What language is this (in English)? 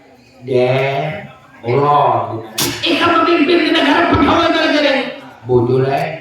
Banjar